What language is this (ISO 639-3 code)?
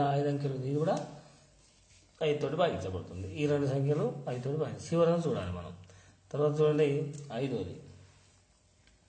tel